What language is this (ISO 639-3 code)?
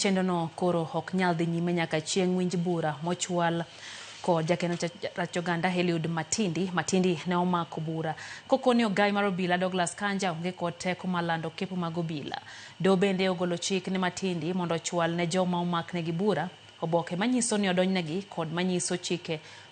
luo